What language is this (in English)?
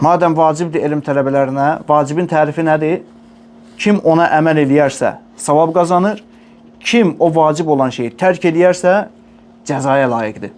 Azerbaijani